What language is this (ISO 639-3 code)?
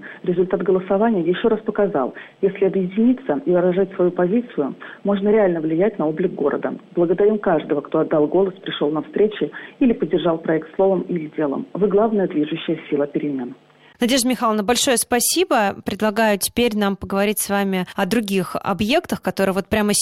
rus